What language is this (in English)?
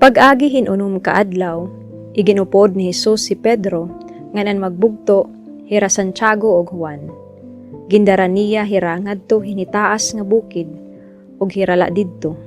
Waray